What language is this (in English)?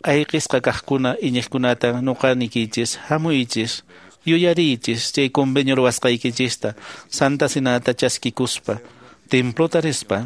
Quechua